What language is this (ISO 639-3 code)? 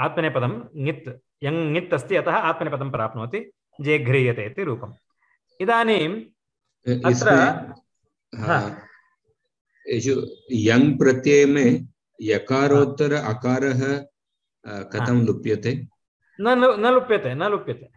san